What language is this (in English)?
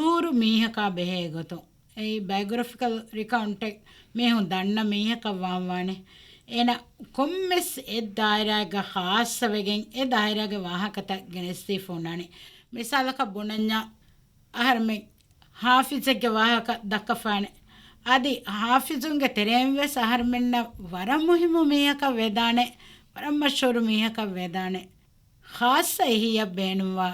Divehi